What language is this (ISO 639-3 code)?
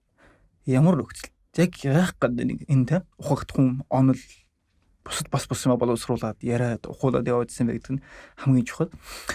mon